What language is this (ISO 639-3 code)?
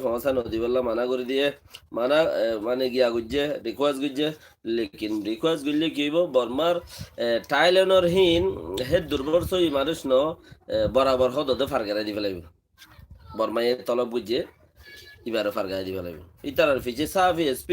rhg